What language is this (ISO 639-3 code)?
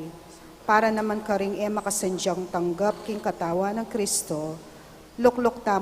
pam